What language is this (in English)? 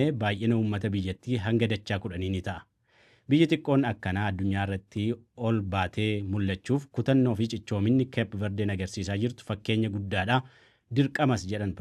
Oromo